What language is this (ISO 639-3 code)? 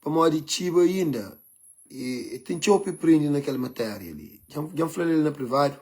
kea